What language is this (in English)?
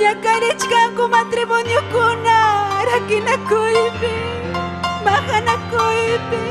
Ayacucho Quechua